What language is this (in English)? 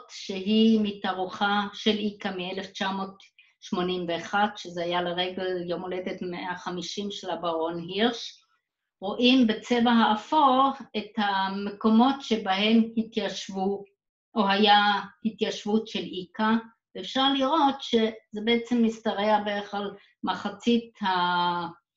Hebrew